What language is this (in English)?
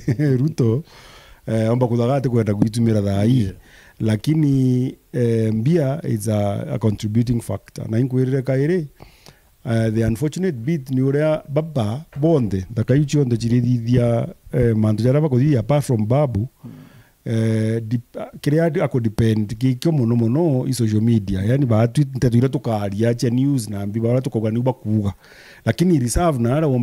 Meru